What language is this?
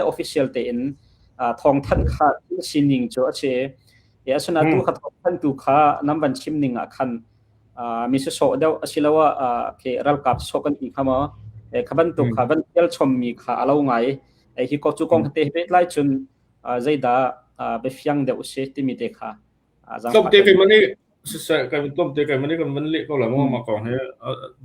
Hakha Chin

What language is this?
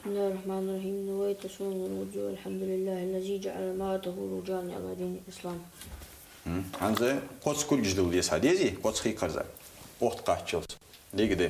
Ingush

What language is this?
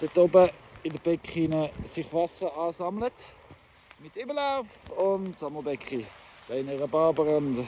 Swiss German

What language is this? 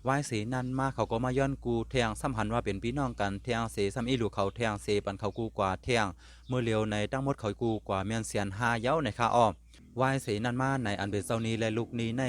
Shan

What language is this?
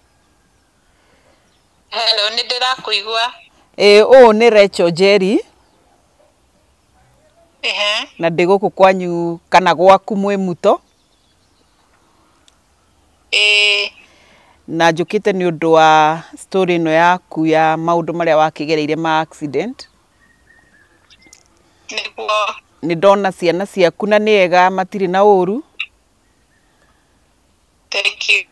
Kikuyu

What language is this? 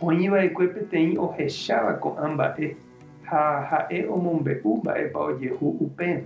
Guarani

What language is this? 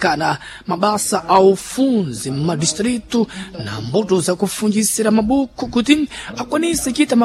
Sena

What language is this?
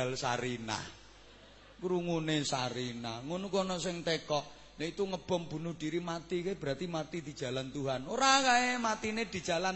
Javanese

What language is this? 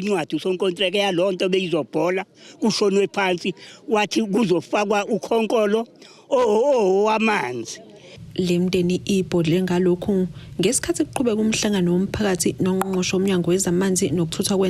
Zulu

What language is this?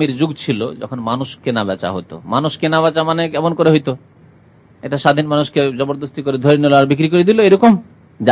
Bangla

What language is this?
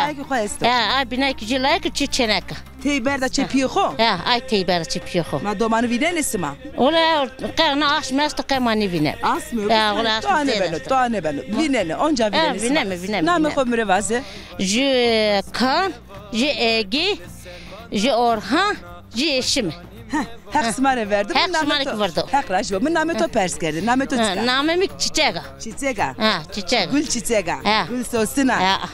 Zaza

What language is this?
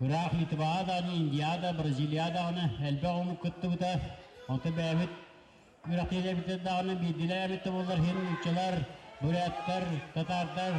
Yakut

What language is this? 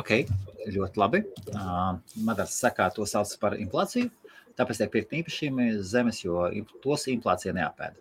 Latvian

